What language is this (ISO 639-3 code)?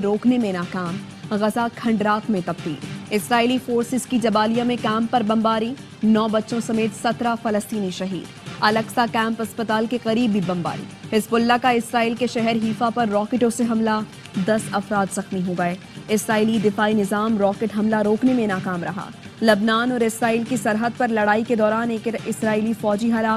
urd